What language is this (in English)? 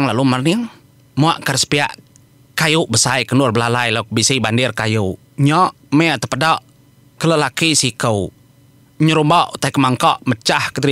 Iban